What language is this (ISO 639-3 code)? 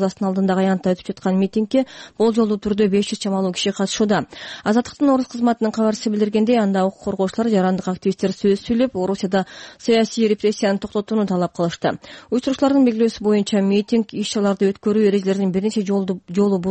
kir